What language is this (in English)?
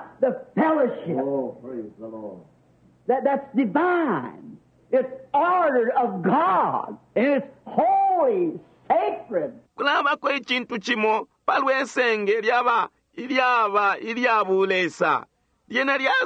Bemba